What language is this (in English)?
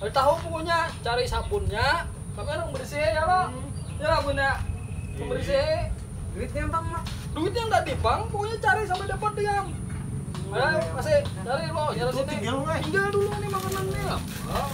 Banjar